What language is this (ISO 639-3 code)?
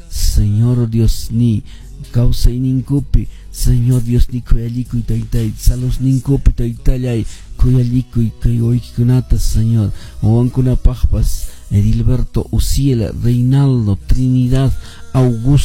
que